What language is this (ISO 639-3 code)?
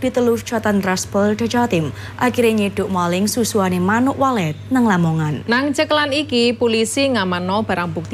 jav